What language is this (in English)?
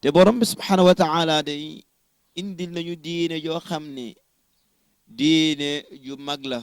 Wolof